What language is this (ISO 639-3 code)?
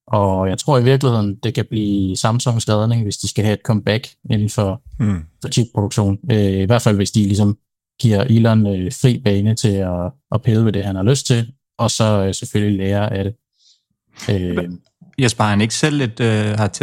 dan